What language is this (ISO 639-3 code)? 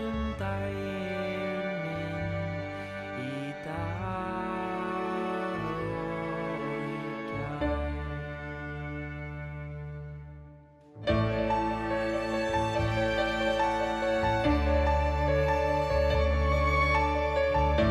isl